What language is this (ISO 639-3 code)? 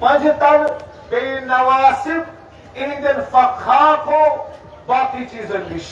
kas